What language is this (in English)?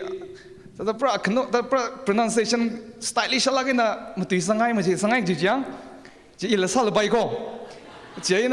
Tangkhul Naga (India)